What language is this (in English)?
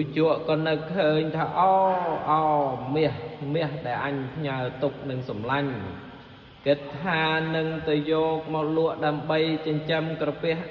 Khmer